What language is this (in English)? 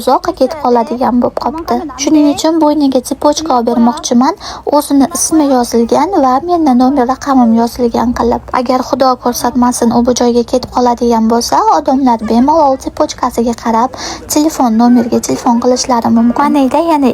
Uzbek